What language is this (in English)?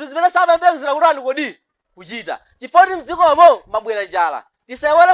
Nyanja